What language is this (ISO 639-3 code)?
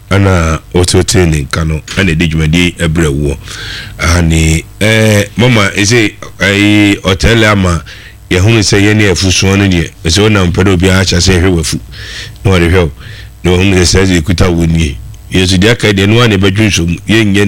aka